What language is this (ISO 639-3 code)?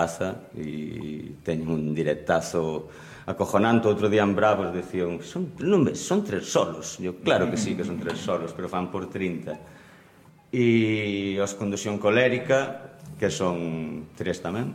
glg